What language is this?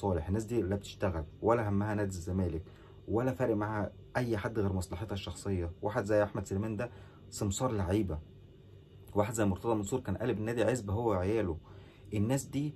Egyptian Arabic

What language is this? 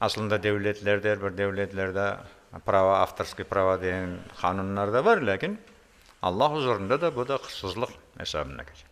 Crimean Tatar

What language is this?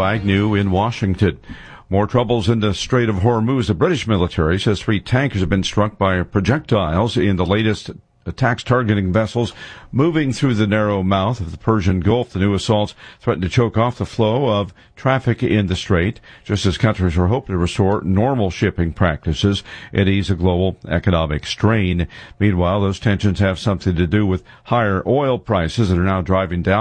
English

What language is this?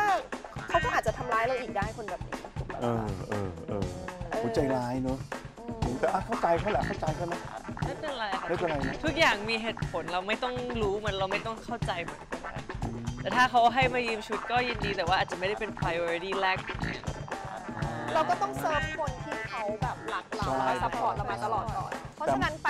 Thai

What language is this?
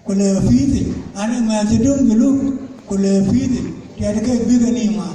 Dinka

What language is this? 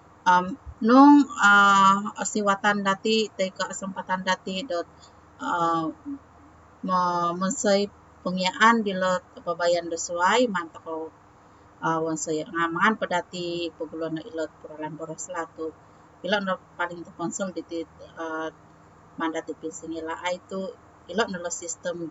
Central Dusun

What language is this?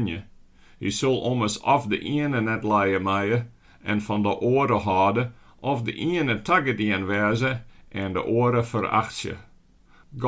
Western Frisian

